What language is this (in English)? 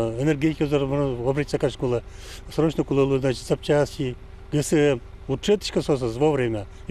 Udmurt